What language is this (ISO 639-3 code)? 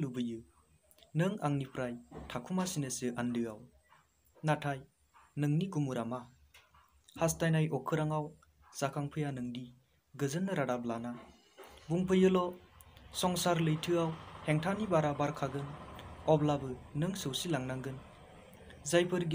brx